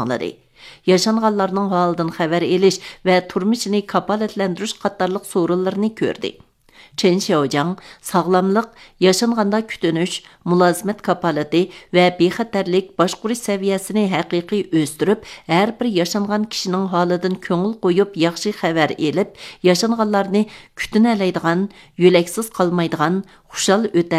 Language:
Uyghur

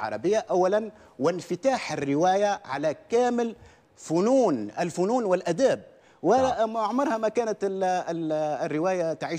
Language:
Tunisian Arabic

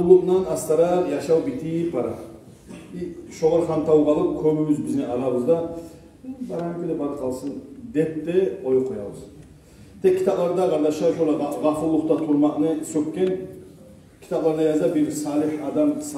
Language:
Kumyk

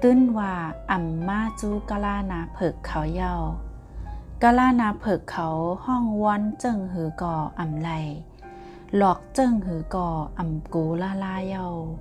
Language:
Shan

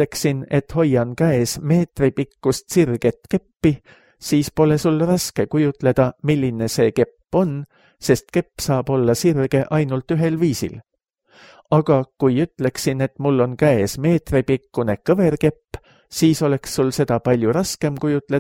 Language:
Estonian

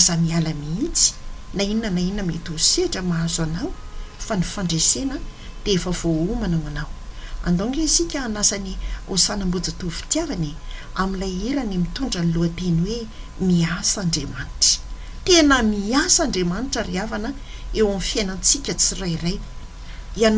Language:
Malagasy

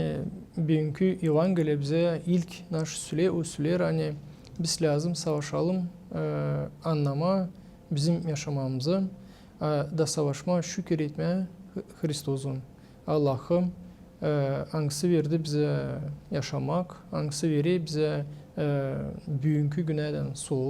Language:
Gagauz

